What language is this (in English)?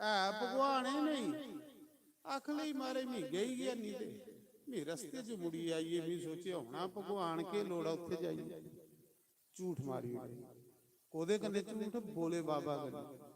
Dogri